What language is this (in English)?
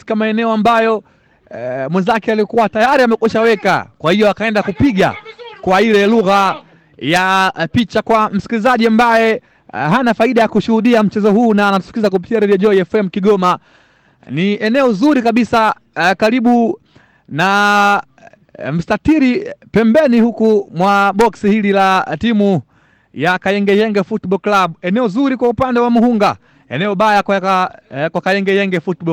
Swahili